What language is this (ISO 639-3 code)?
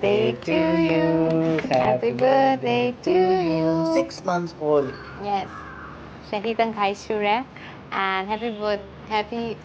mni